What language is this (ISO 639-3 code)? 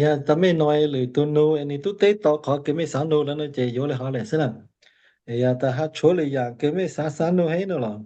hmn